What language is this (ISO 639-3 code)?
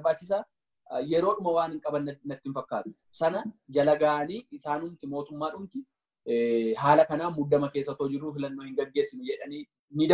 orm